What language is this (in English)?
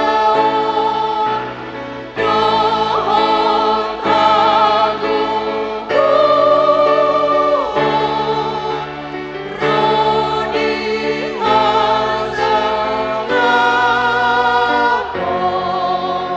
Batak Toba